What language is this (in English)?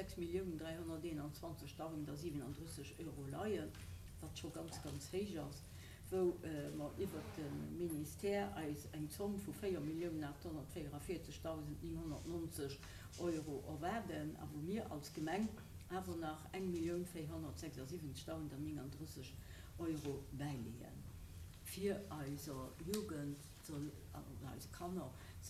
Luxembourgish